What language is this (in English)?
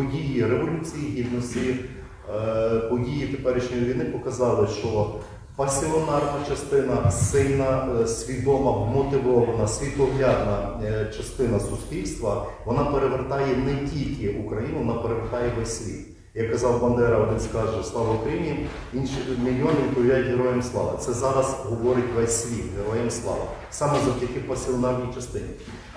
Ukrainian